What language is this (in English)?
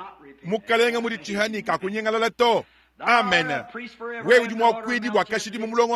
Luba-Lulua